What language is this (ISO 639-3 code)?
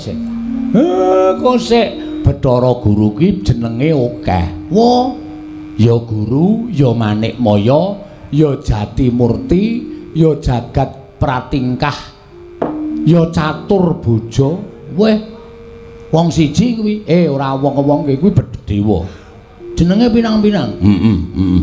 jav